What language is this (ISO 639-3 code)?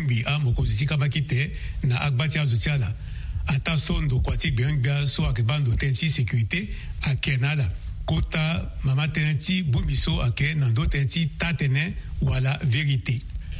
sag